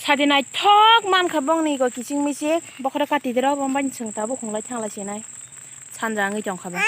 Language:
Kok Borok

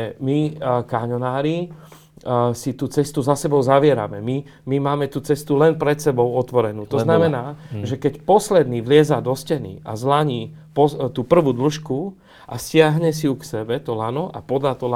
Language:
Slovak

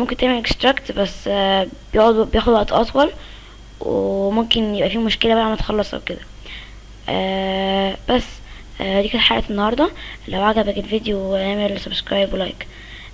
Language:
Egyptian Arabic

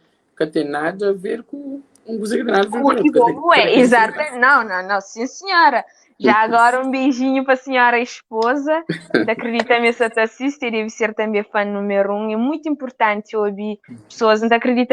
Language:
Kabuverdianu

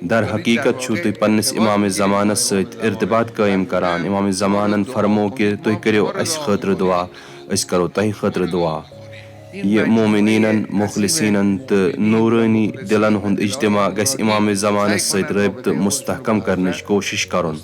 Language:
Kashmiri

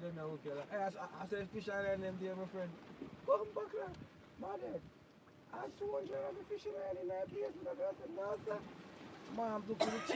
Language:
Jamaican Creole English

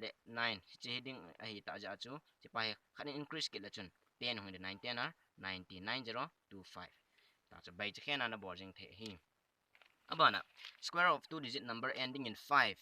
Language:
Thado Chin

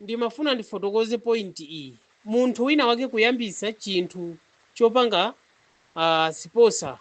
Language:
Nyanja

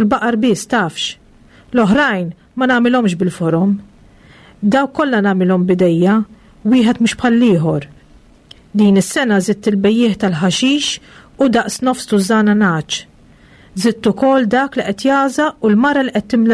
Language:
Maltese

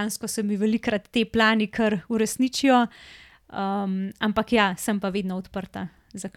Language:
Slovenian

